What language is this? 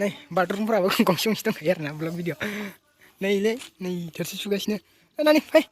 Bodo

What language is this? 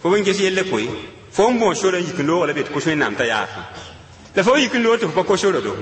Mossi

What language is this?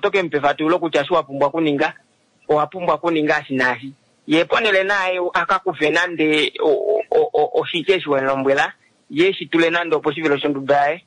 Kuanyama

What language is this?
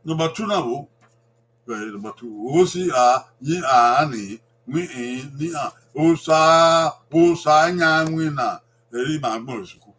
Bini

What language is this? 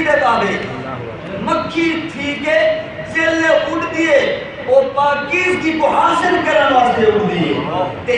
Saraiki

